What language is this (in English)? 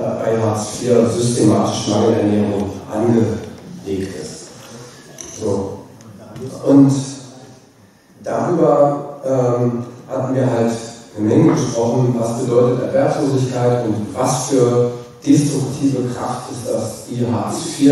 German